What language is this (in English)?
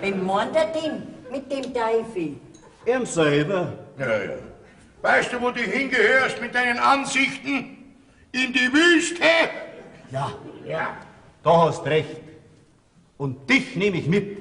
Bavarian